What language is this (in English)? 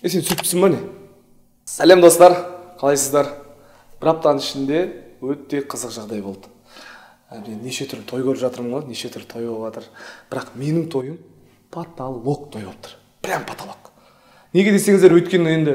Kazakh